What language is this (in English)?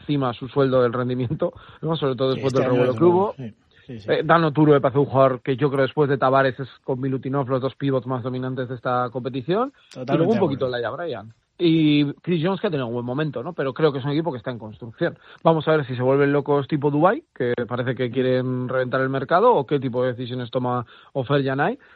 Spanish